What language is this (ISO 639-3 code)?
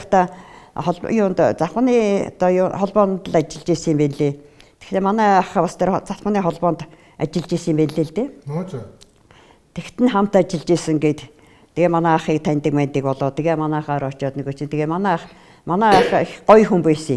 mon